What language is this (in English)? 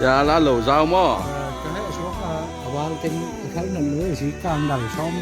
Tedim Chin